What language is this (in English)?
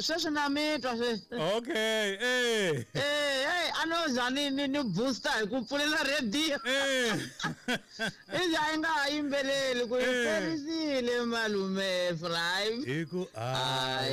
Tsonga